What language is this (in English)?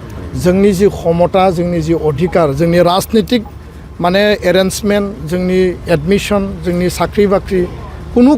Bodo